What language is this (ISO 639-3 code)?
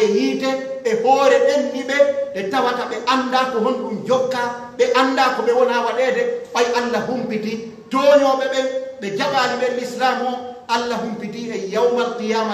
fuf